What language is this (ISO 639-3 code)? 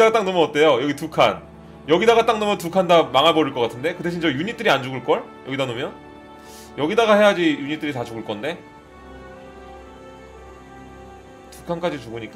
kor